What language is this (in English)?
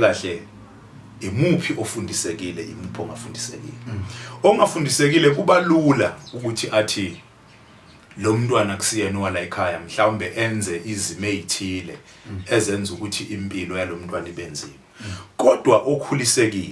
Zulu